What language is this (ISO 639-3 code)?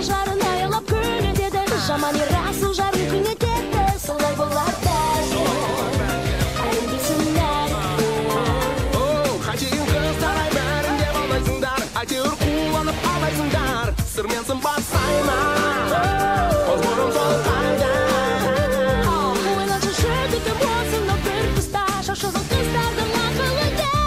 kaz